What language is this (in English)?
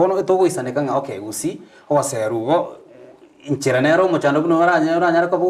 Gusii